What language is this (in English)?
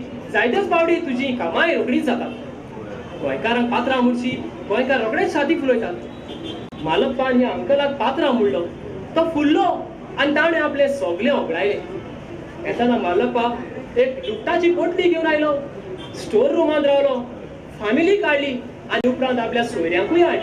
Konkani